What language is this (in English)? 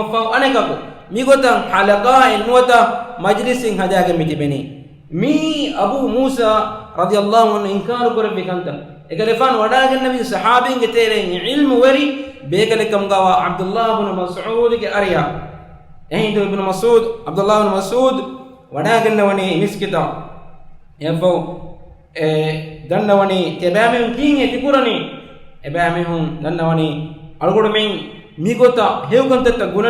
Divehi